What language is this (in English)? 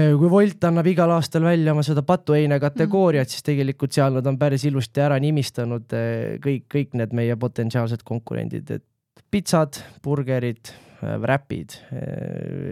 Estonian